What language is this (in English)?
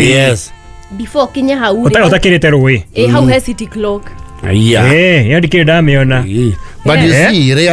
Kikuyu